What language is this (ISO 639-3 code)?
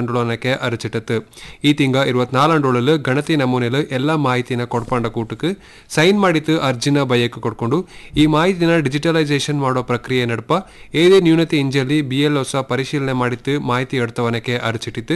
kan